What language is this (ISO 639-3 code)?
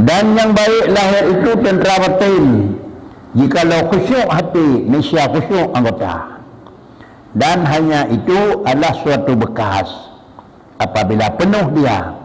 ace